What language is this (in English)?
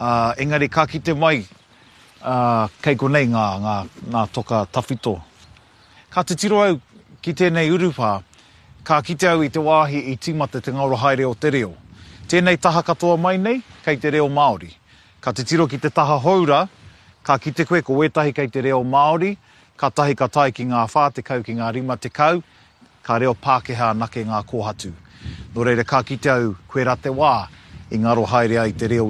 Māori